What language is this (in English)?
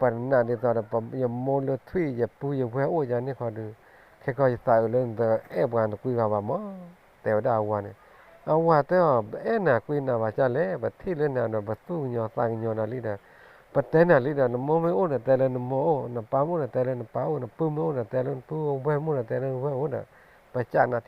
S'gaw Karen